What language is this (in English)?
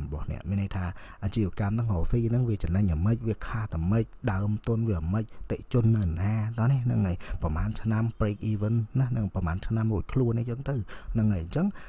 Khmer